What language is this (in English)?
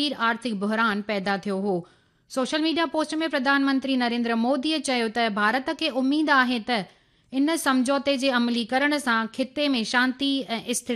Sindhi